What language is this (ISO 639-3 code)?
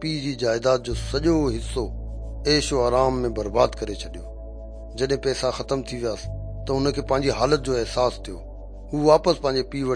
snd